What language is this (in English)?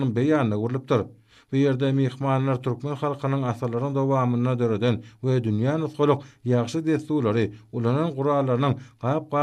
Turkmen